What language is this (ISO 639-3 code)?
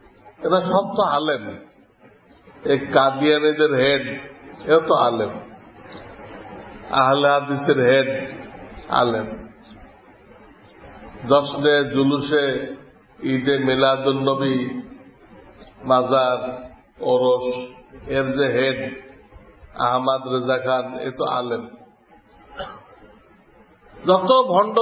ben